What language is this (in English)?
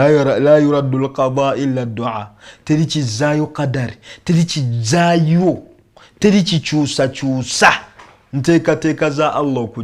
Ganda